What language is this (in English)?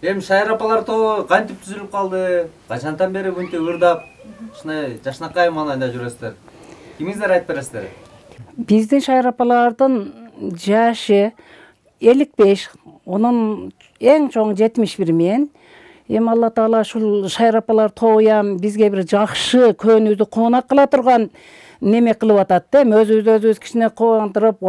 Kyrgyz